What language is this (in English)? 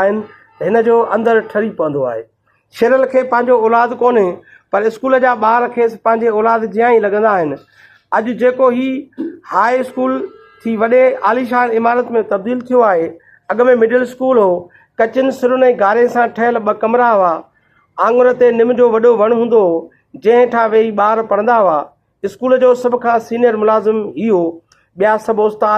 Sindhi